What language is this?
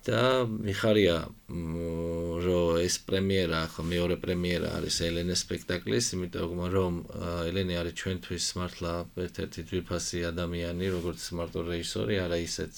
Georgian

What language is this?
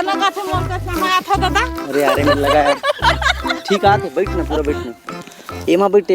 Chhattisgarhi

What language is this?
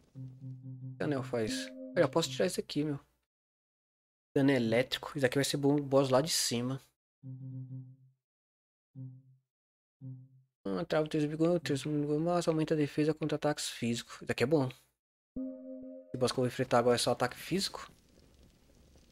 Portuguese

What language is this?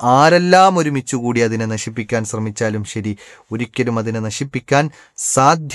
Malayalam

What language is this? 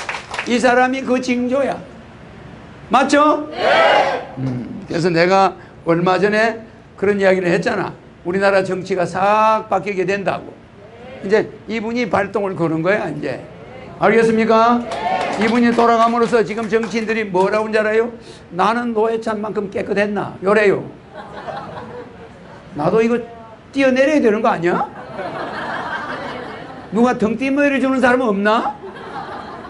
Korean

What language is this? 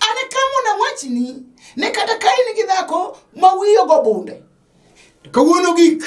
Luo (Kenya and Tanzania)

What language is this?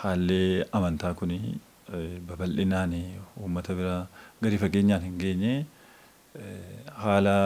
Oromo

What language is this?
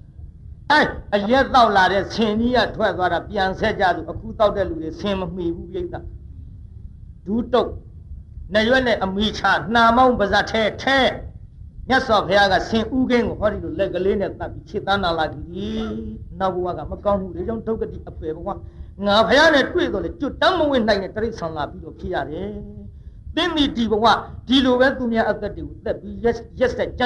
Burmese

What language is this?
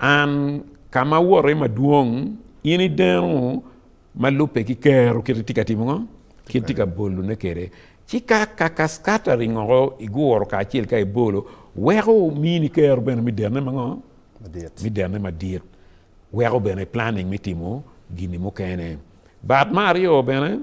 Acoli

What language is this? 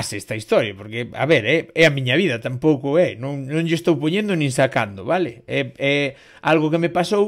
Galician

